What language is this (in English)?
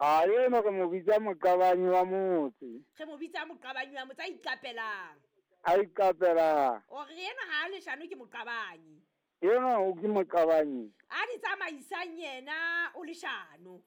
Southern Sotho